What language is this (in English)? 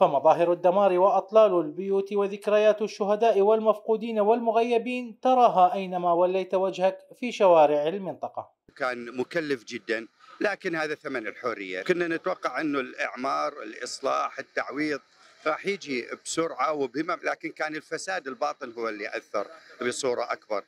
Mesopotamian Arabic